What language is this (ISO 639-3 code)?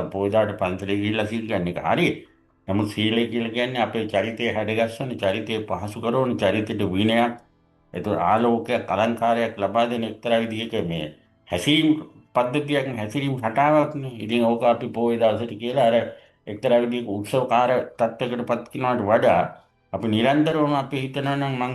sin